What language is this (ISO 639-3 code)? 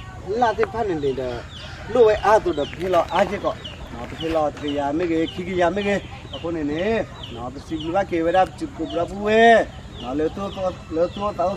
ksw